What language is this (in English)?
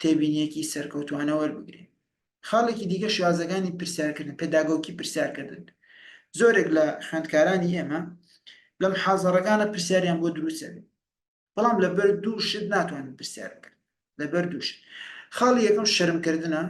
Central Kurdish